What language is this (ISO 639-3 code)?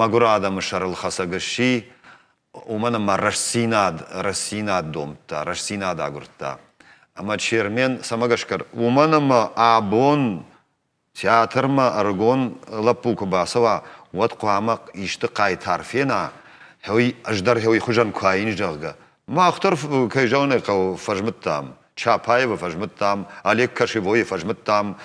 oss